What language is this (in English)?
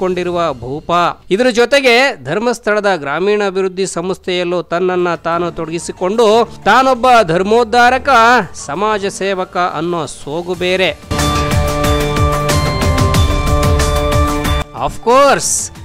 Kannada